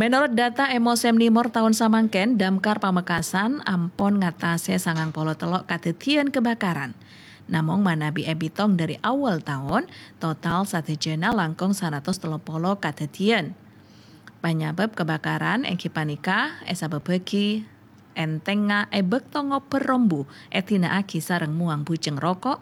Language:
Madurese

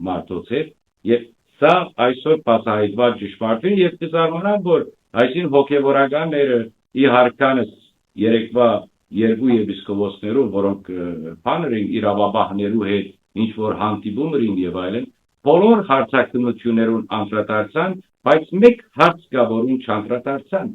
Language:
Western Armenian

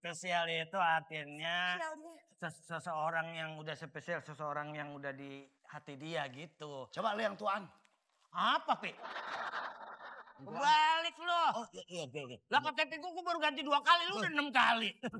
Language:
Betawi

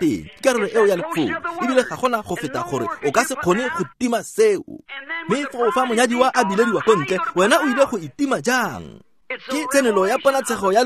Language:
Tswana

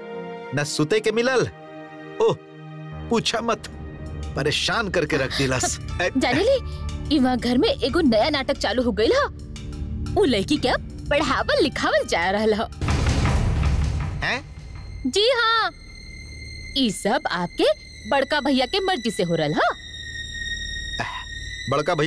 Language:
Bhojpuri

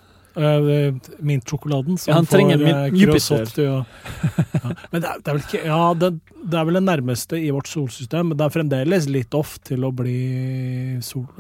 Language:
Norwegian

